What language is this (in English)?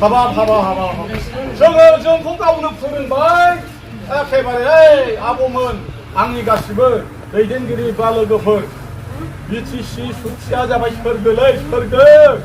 Bodo